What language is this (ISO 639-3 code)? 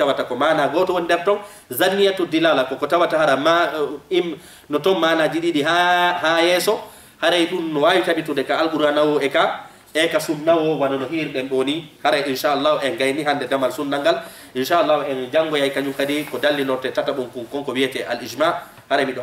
ful